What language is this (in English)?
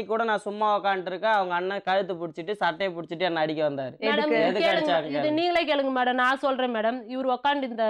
Tamil